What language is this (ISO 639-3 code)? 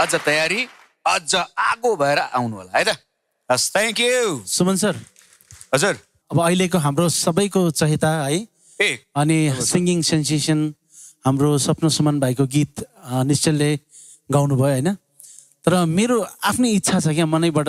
nep